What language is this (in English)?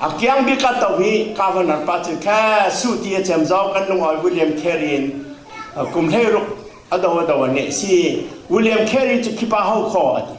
Falam Chin